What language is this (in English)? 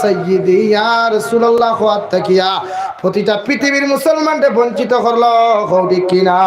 Sylheti